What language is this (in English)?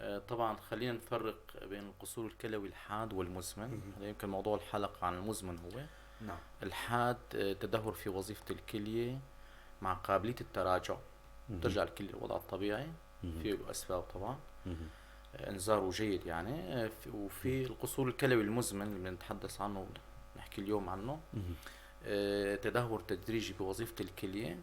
North Levantine Arabic